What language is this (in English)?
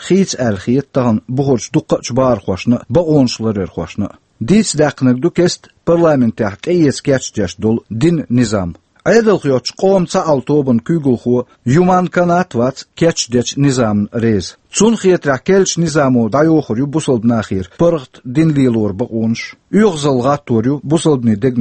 Chechen